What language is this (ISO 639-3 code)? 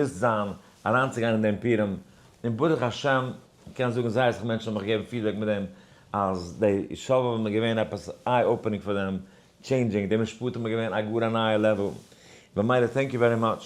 yid